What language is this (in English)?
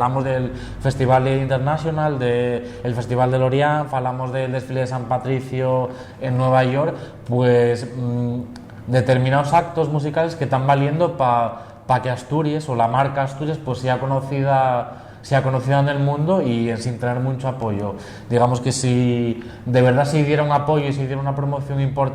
Asturian